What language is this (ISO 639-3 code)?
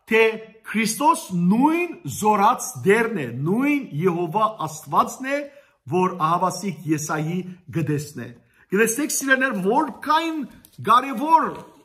hye